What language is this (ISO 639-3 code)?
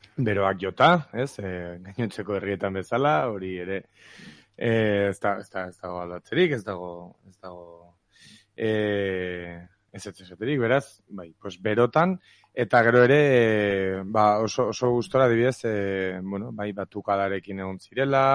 eus